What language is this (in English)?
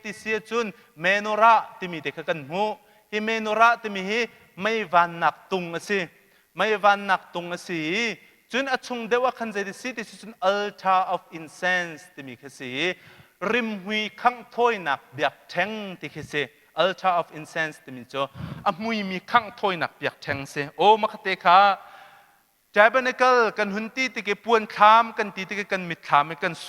Hakha Chin